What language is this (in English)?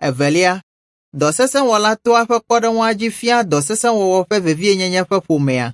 Ewe